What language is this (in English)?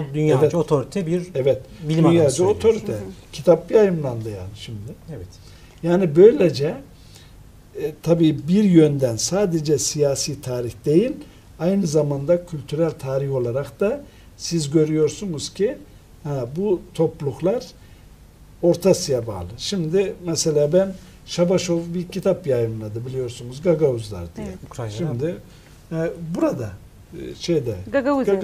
Turkish